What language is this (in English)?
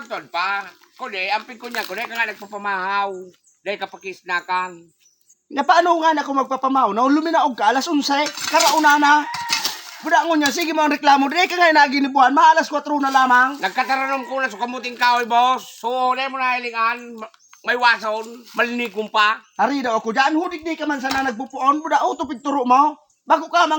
Bikol